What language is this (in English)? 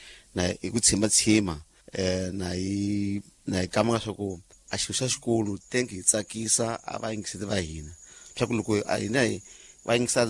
Tsonga